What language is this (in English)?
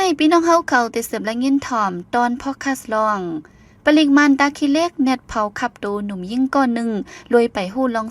Shan